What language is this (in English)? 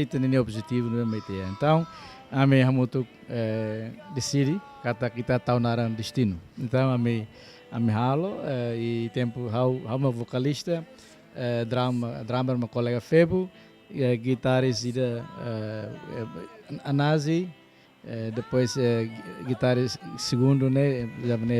Tetum